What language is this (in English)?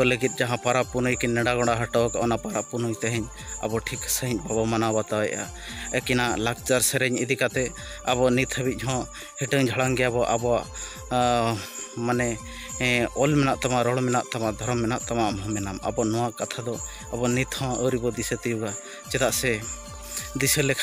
Santali